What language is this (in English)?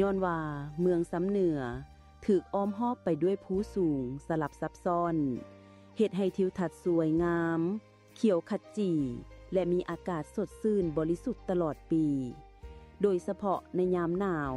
Lao